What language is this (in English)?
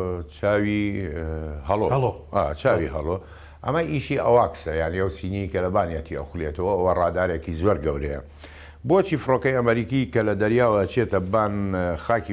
Central Kurdish